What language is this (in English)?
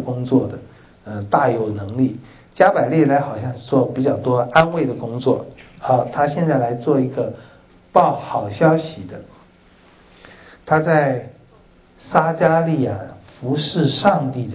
Chinese